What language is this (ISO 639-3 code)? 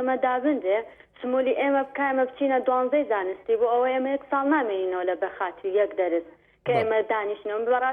ckb